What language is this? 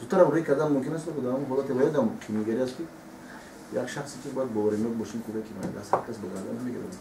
Tajik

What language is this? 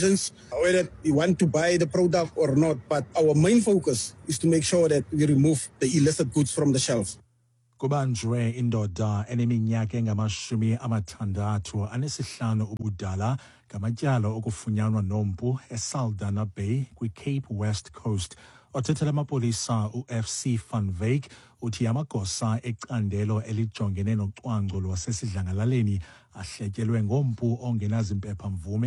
Xhosa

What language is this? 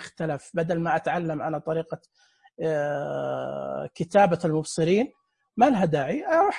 Najdi Arabic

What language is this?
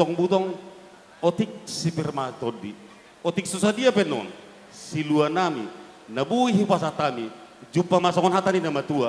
Batak Toba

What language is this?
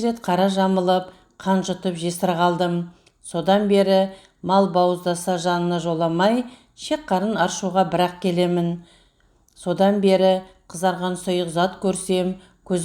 Kazakh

